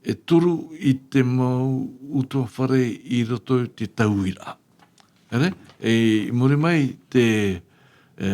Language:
Tahitian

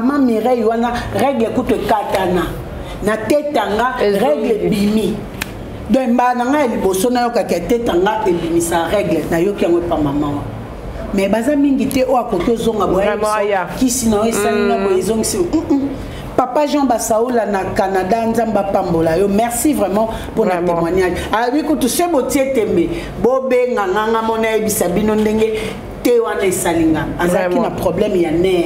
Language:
Lingala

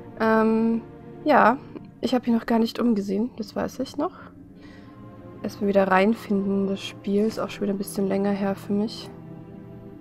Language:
German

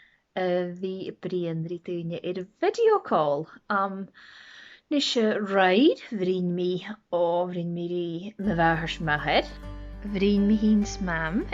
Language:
Scottish Gaelic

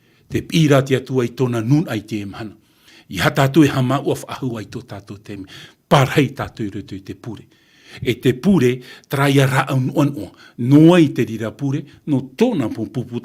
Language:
Tahitian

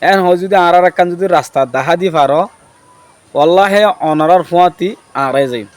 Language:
Rohingya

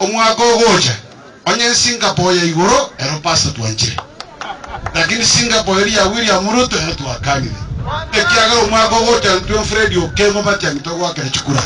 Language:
Gusii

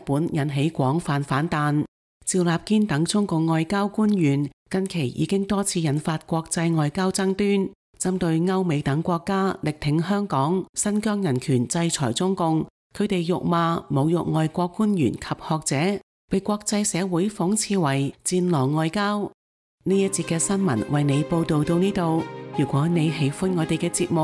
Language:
Cantonese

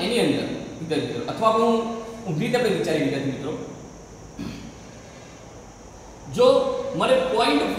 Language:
Gujarati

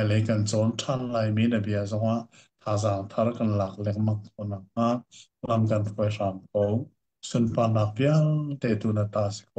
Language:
Hakha Chin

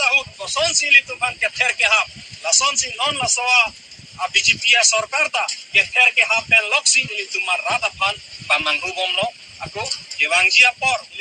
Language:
Karbi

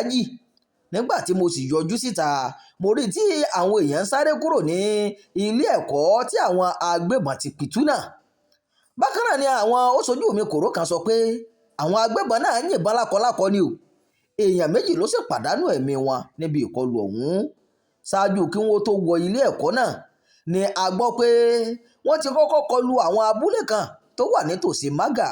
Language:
Yoruba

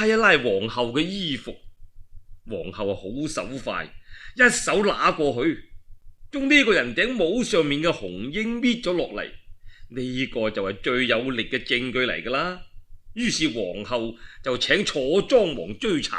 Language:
Cantonese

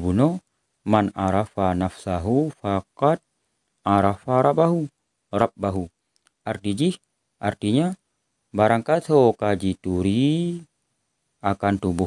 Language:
Achinese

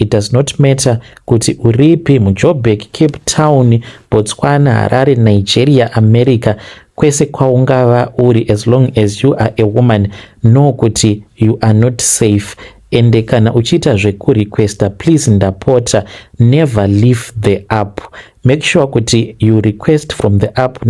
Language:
Shona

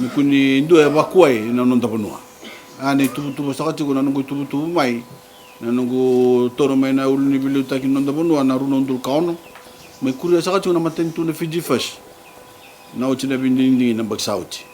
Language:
Fijian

